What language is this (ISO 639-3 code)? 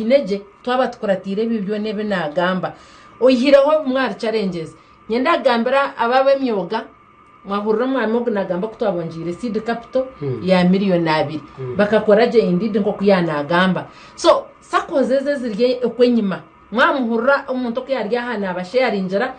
nyn